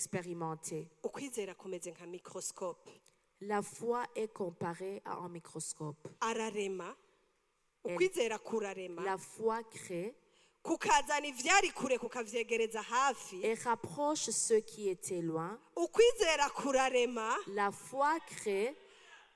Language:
Rundi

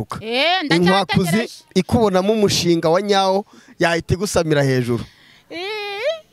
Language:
Kinyarwanda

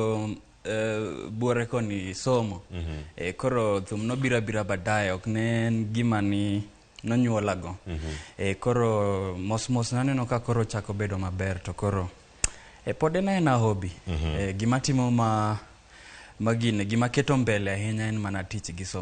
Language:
Luo (Kenya and Tanzania)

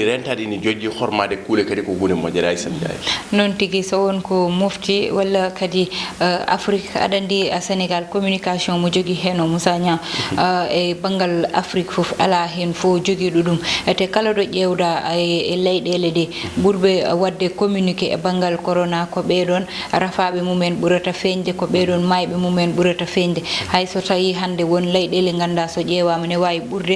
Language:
Fula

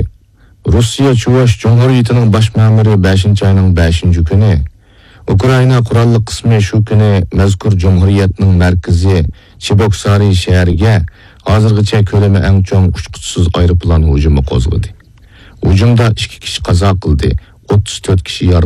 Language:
Uyghur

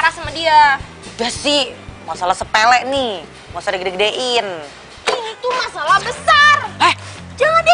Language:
Indonesian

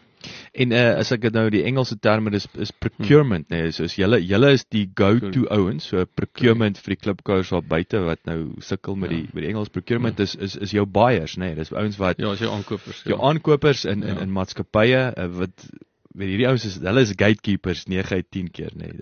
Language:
Afrikaans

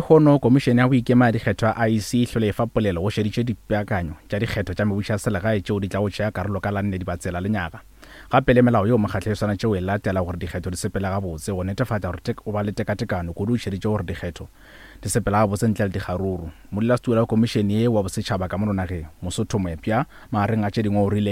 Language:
Northern Sotho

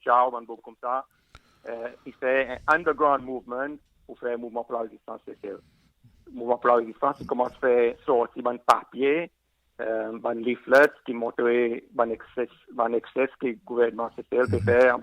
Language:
Seselwa Creole French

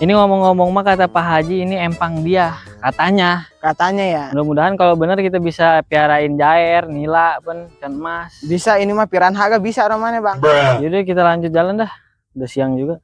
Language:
Betawi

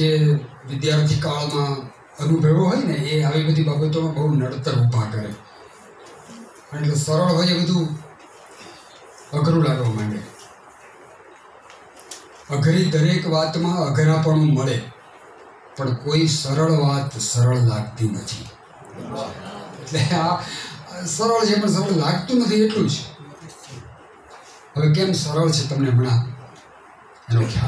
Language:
Gujarati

